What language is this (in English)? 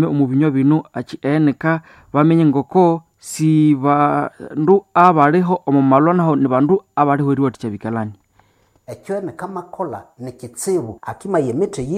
Nande